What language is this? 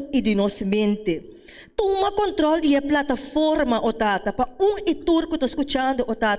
Papiamento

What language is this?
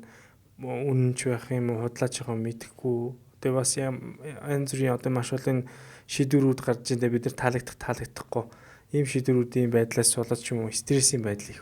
Mongolian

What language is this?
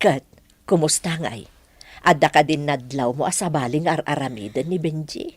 Iloko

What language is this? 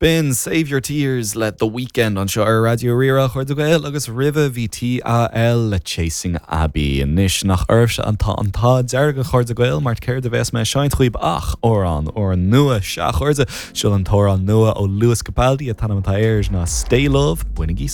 Irish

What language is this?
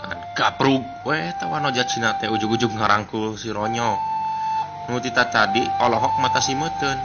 Sundanese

